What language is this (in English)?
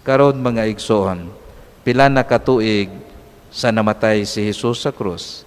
Cebuano